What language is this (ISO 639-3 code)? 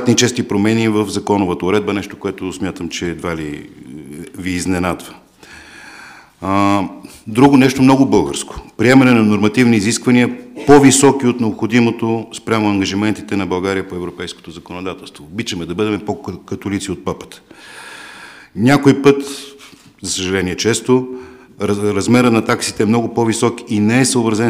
bul